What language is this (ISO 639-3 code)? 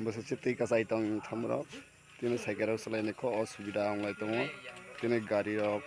trp